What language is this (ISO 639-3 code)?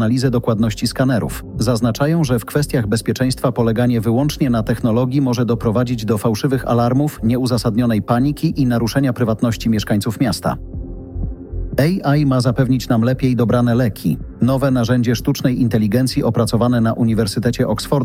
pol